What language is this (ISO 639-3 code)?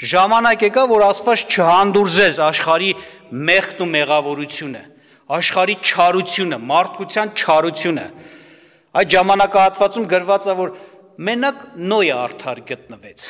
hye